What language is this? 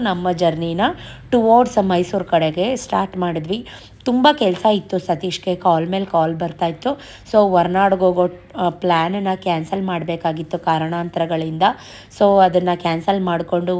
Kannada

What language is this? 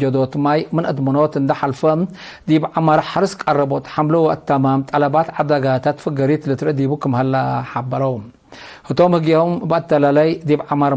Tigre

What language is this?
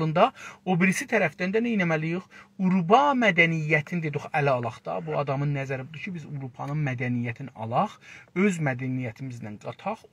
South Azerbaijani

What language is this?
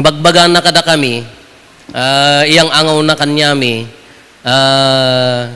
Iloko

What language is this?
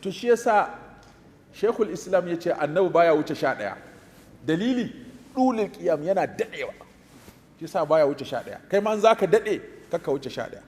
Hausa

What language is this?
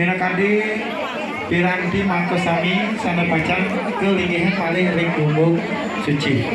Balinese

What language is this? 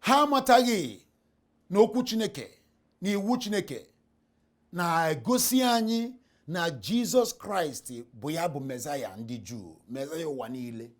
Igbo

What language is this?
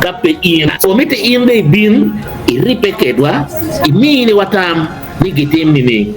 Acoli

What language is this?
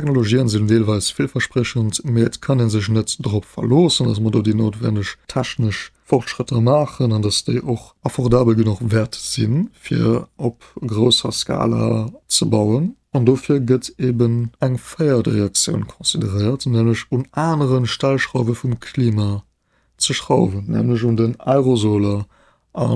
Luxembourgish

